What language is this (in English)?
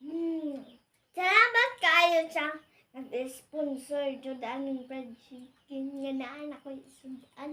Cebuano